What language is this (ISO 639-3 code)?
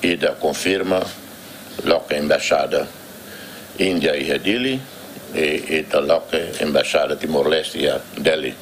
tet